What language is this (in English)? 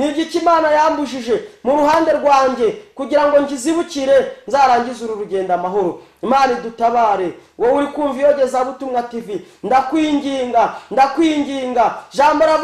Kinyarwanda